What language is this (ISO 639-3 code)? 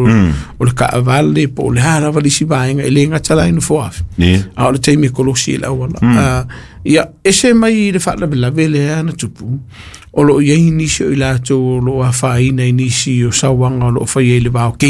smo